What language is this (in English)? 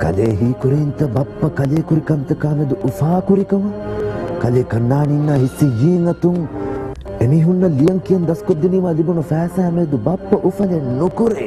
Divehi